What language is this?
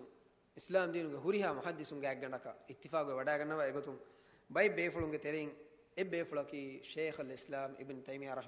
Divehi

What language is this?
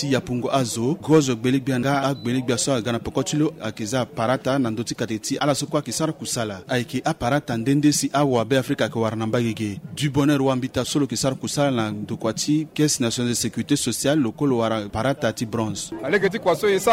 Sango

